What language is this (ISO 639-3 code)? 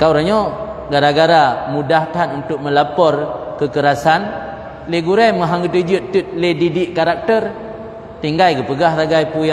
ace